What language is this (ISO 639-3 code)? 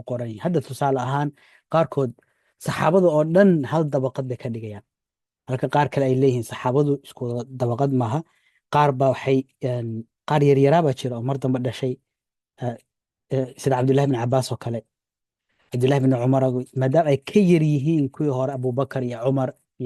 som